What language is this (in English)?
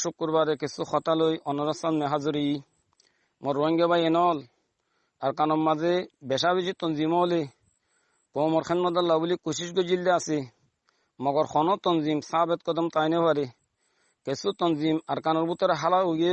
Rohingya